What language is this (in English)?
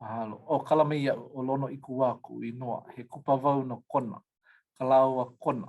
Hawaiian